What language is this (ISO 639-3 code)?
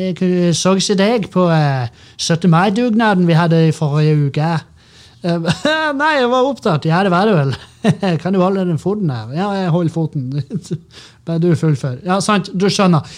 nor